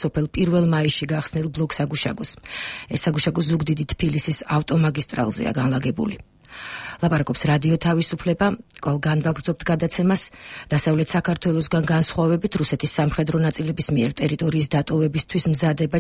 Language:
Georgian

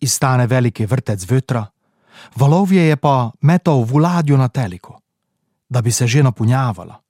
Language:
Slovenian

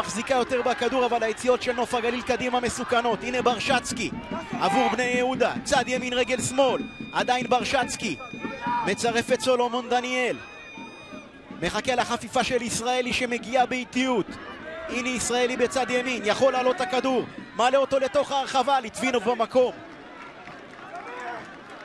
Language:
Hebrew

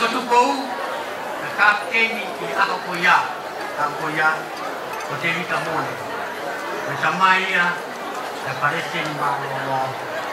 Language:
Tongan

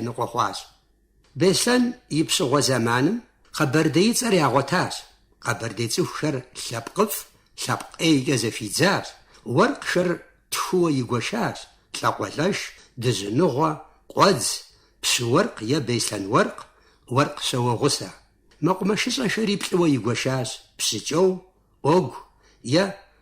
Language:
Kabardian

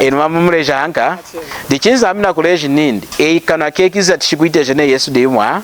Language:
Lunda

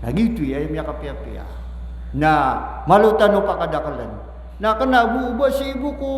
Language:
Maranao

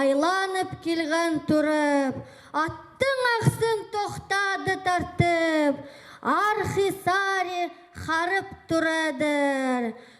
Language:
Khakas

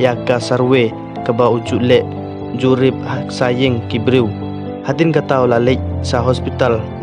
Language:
Khasi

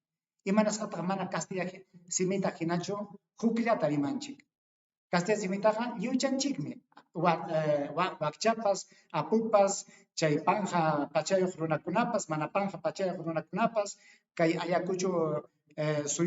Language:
Ayacucho Quechua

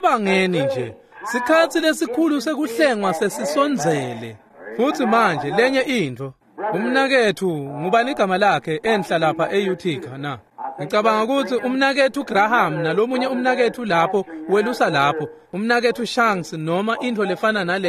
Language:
Swati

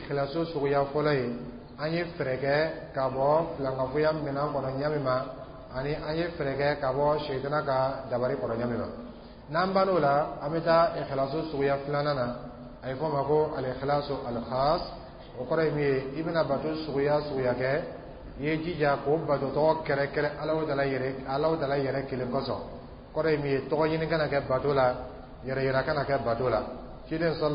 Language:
Dyula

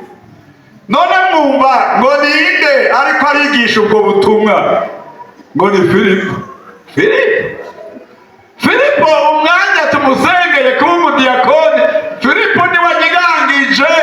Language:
Rundi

